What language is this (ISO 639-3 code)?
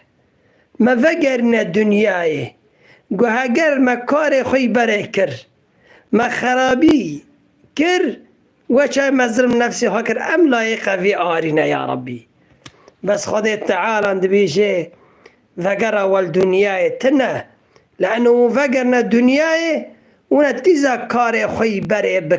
kur